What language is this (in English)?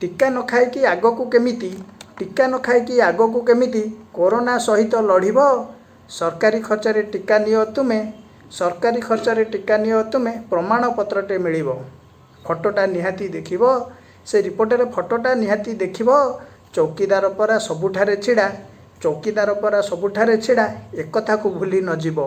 Odia